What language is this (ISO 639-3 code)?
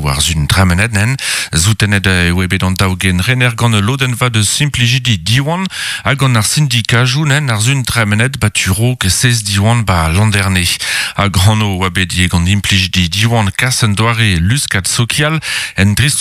bre